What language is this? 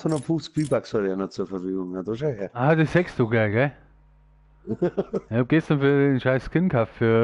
Bavarian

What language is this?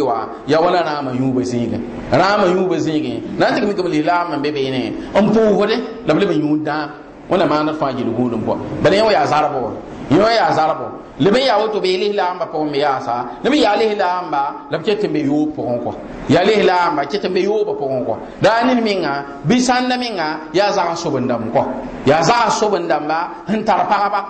Mossi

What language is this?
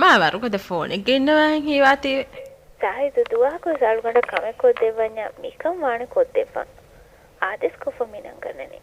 Divehi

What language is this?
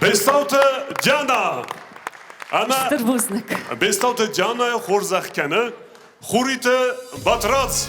Ossetic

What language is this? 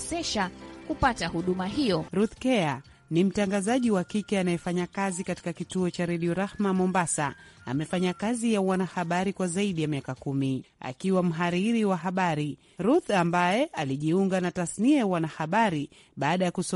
Swahili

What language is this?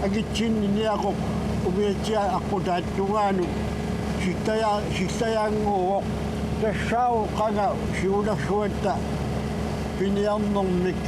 Kalaallisut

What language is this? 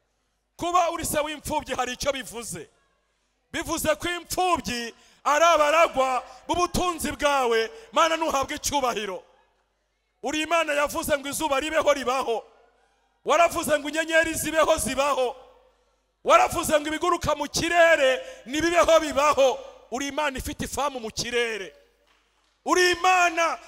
Kinyarwanda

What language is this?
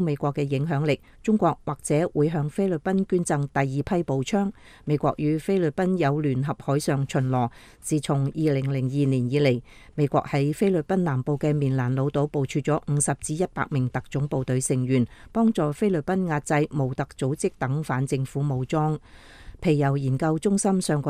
Cantonese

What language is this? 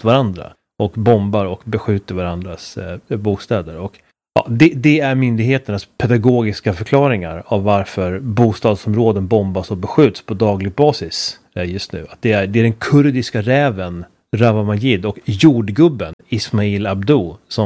Swedish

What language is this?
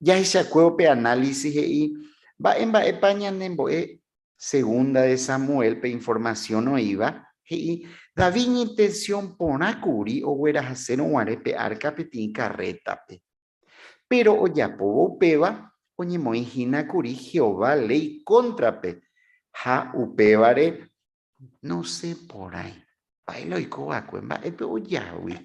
Guarani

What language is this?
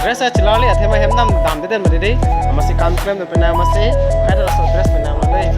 Karbi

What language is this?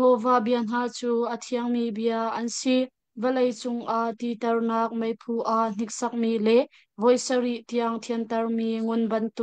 Hakha Chin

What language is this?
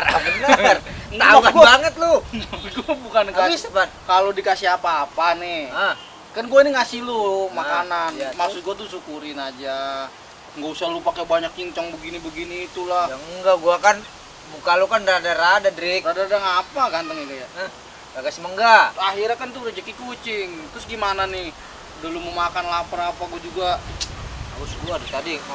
Betawi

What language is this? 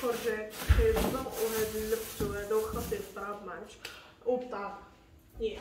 Moroccan Arabic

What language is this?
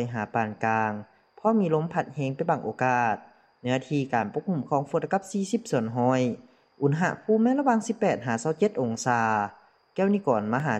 Lao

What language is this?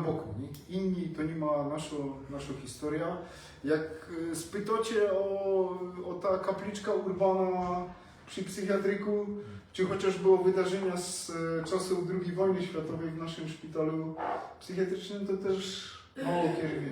Silesian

